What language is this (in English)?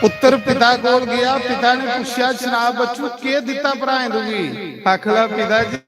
Dogri